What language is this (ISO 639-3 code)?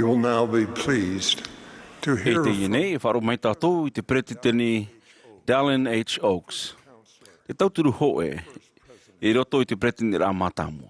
tah